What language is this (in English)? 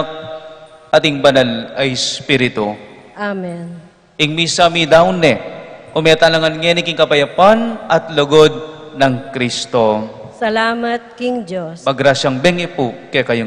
Pampanga